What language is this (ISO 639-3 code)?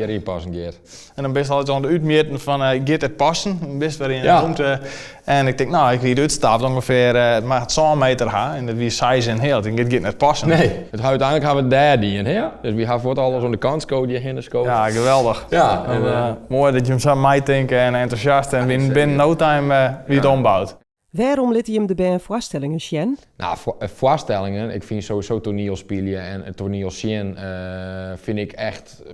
fry